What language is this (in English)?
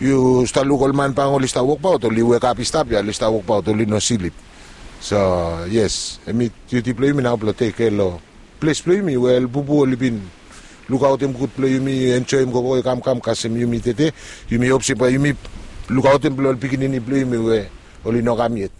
Bislama